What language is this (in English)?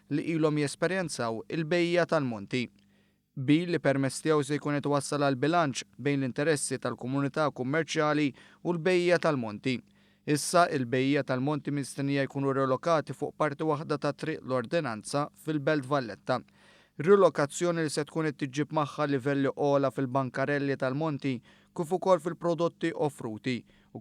Maltese